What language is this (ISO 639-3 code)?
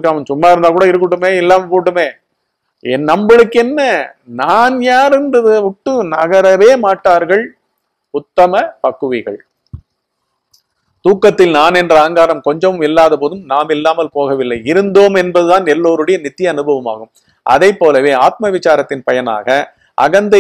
tam